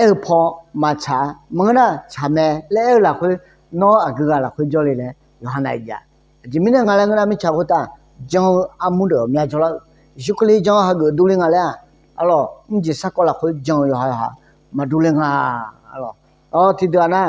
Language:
Akha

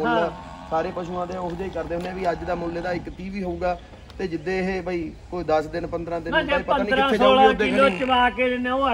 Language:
Punjabi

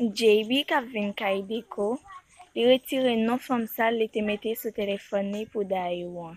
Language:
Haitian Creole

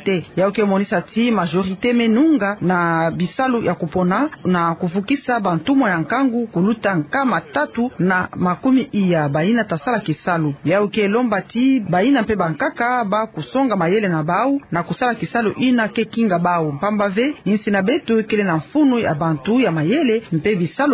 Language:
Kituba (Democratic Republic of Congo)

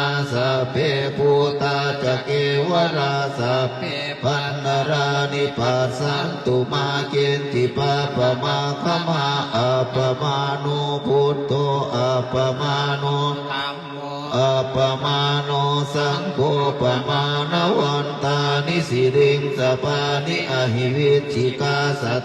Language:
Pali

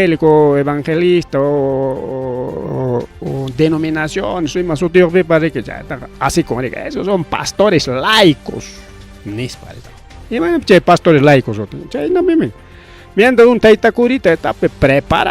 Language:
Ayacucho Quechua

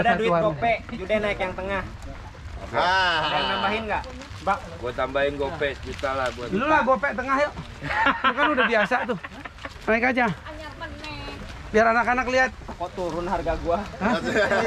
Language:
Indonesian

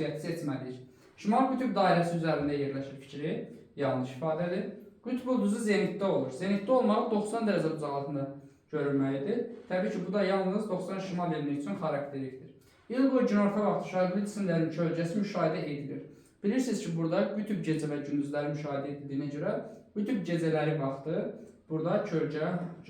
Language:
Azerbaijani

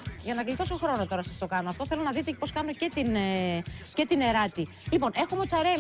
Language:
Greek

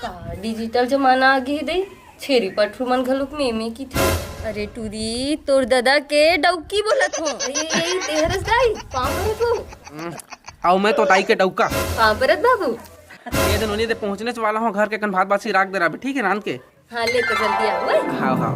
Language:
Chhattisgarhi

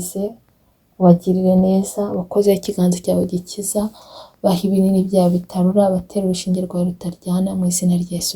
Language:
Kinyarwanda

